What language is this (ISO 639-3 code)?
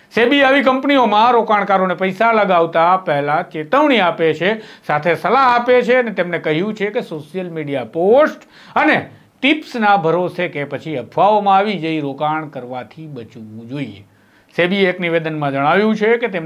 guj